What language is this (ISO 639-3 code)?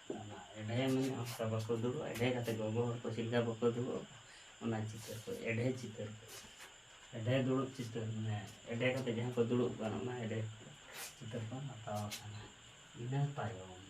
sat